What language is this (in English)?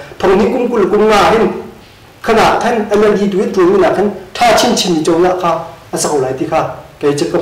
Hakha Chin